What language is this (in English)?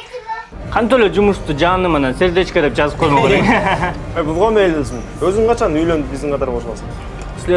Kyrgyz